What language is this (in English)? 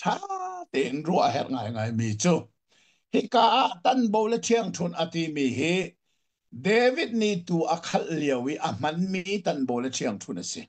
Hakha Chin